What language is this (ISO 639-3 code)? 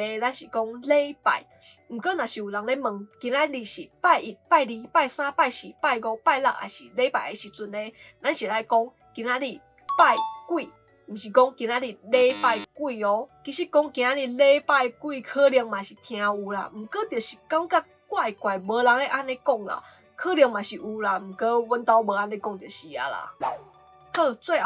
nan